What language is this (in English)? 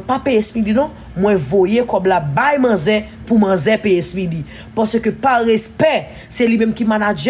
Haitian Creole